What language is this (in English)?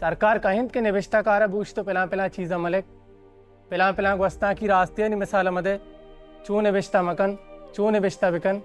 Baluchi